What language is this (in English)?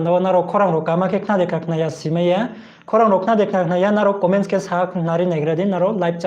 Riang (India)